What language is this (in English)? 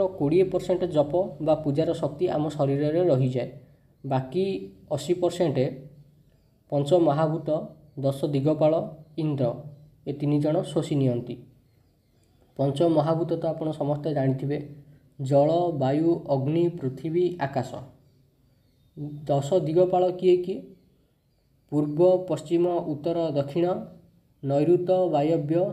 Odia